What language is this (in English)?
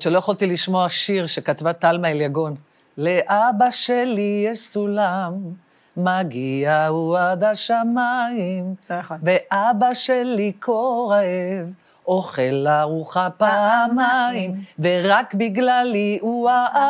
Hebrew